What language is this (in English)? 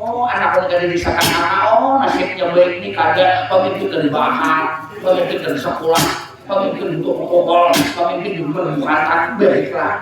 Banjar